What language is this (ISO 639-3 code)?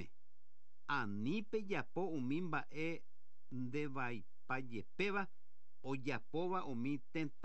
grn